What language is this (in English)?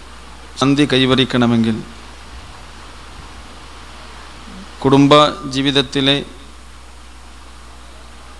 Malayalam